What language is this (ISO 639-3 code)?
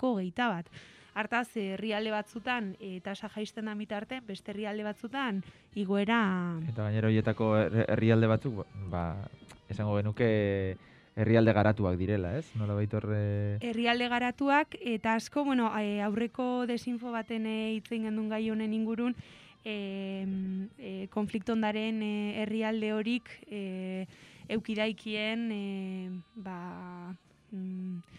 eus